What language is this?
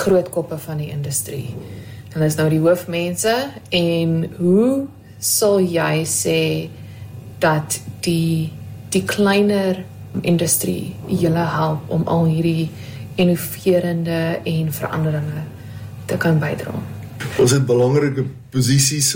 Afrikaans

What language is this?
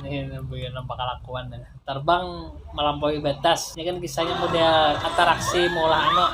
Banjar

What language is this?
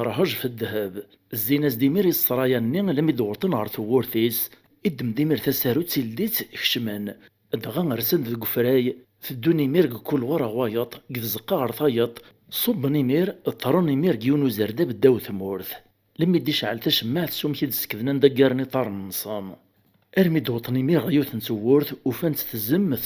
Kabyle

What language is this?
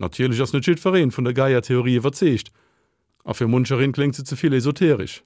Luxembourgish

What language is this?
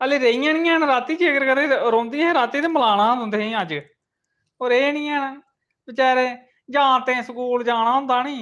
Dogri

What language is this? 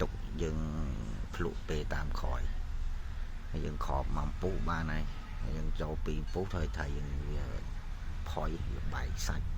Khmer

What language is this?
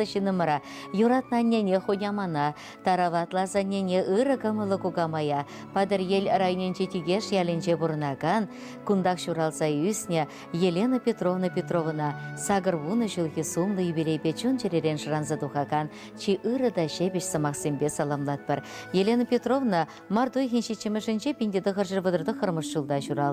Chuvash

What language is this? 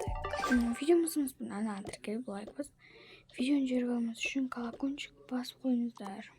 Kazakh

